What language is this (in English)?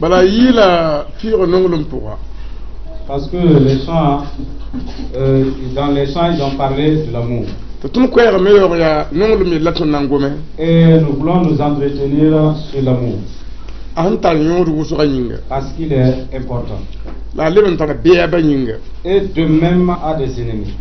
Mossi